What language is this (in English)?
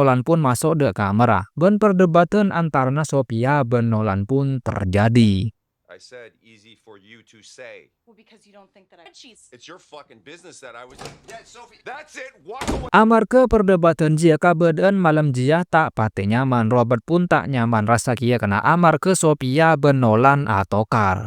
Madurese